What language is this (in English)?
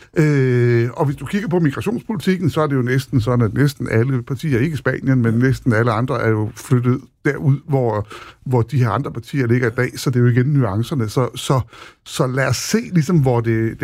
Danish